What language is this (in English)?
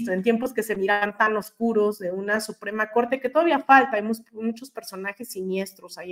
Spanish